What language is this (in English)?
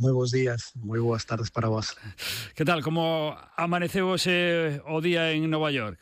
Galician